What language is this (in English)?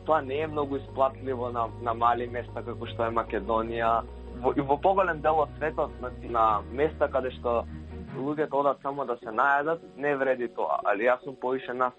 Macedonian